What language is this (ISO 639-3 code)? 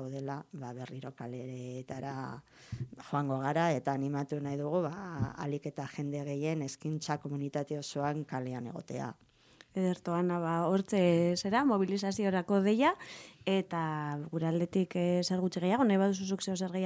eus